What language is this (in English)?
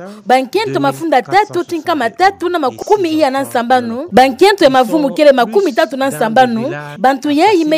Kituba (Democratic Republic of Congo)